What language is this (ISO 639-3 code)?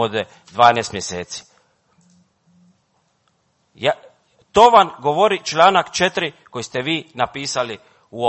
hrv